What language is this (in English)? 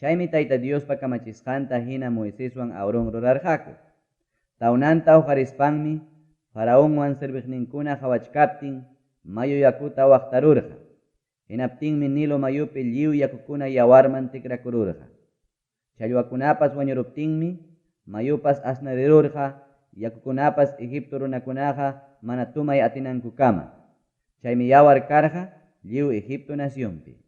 Ayacucho Quechua